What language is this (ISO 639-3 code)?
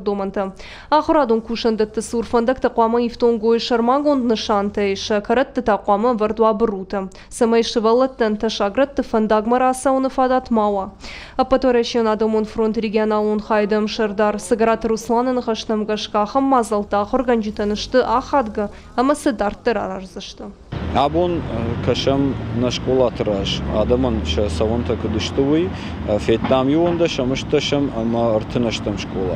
oss